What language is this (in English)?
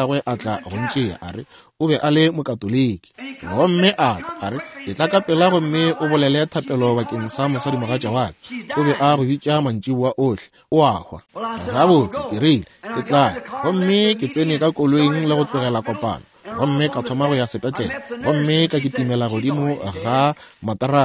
Northern Sotho